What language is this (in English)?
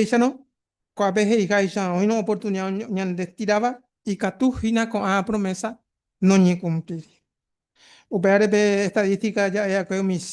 Guarani